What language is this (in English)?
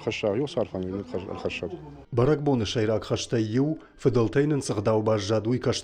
Ossetic